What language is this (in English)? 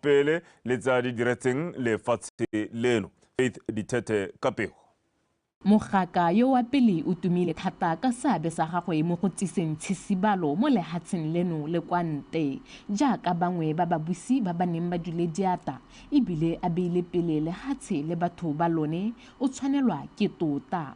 Tswana